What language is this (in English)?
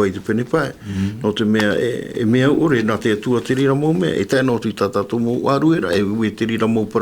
Tahitian